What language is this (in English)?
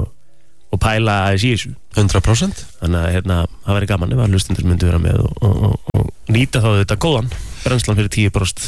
Icelandic